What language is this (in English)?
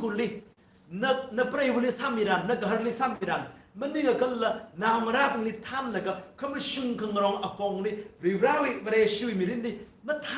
Tangkhul Naga (India)